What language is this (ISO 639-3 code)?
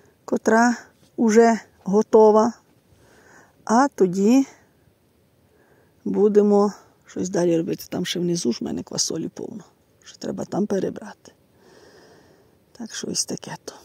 ukr